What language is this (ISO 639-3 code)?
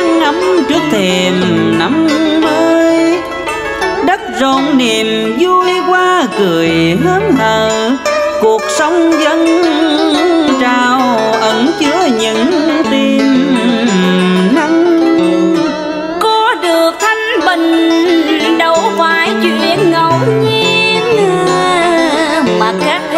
vie